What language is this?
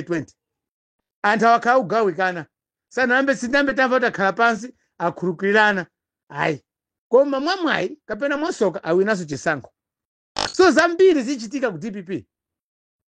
Nyanja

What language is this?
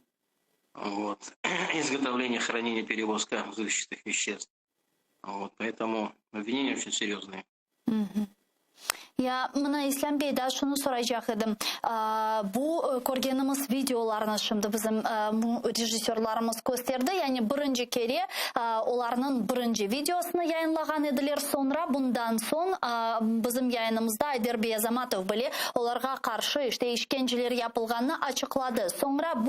Crimean Tatar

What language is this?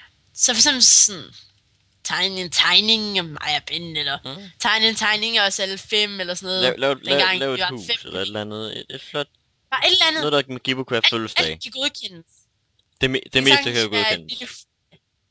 Danish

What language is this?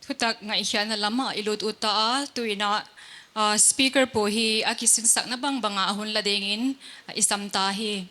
Paite Chin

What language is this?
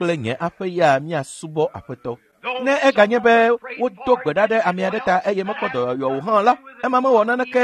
Ewe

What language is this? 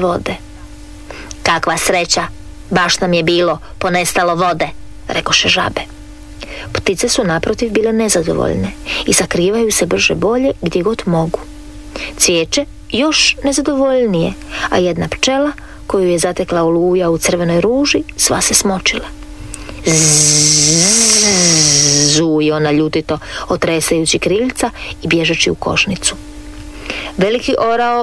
Croatian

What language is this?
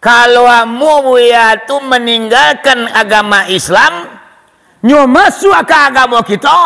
Minangkabau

